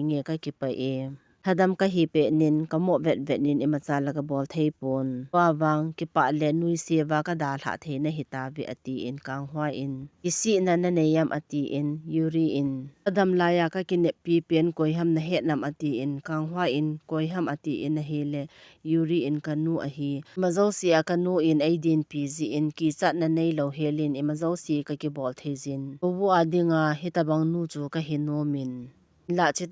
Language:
Thado Chin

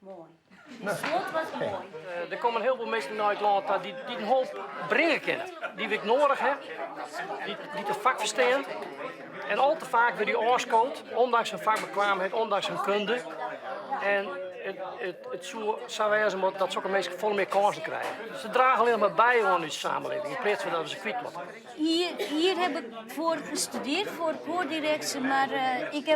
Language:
Western Frisian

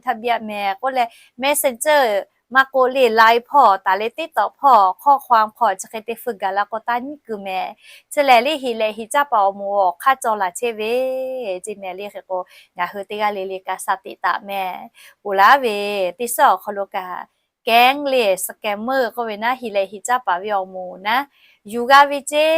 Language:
Lahu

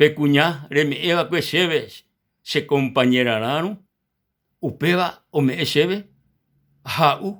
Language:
Guarani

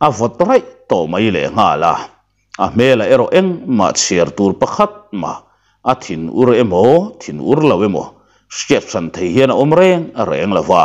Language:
Mizo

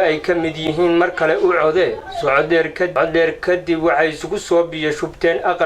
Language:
Somali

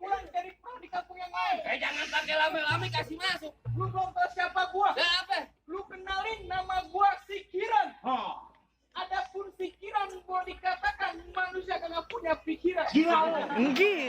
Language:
Betawi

